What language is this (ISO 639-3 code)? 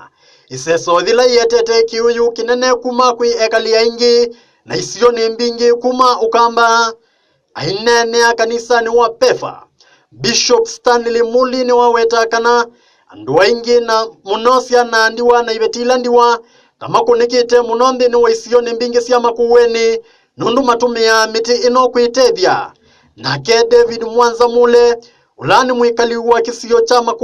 kam